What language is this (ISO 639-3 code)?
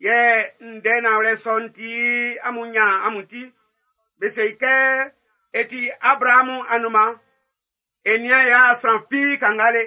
bci